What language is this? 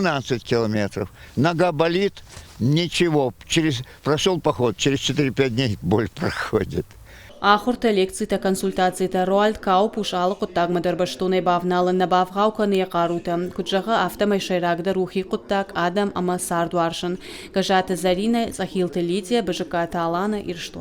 Ossetic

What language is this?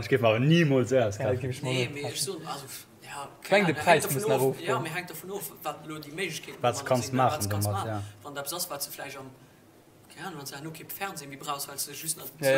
Luxembourgish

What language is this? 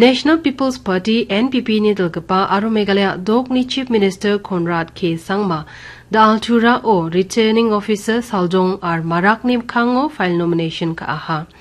Garo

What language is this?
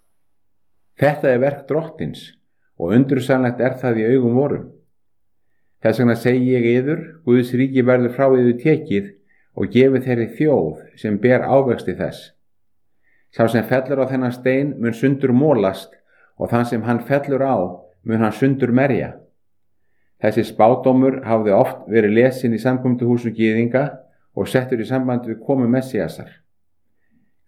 Icelandic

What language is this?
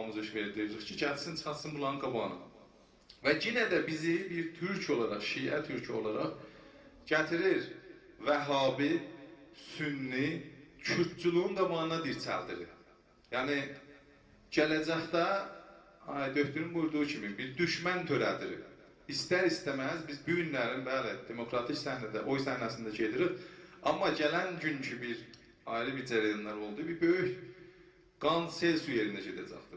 South Azerbaijani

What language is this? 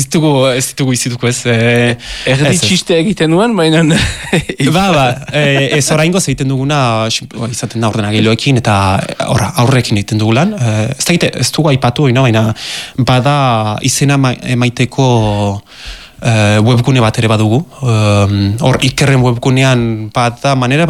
Basque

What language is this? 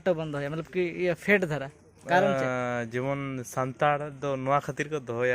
Santali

